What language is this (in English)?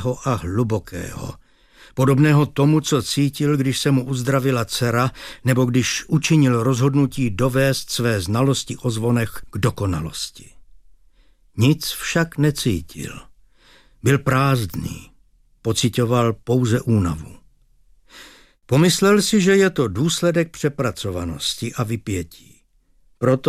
Czech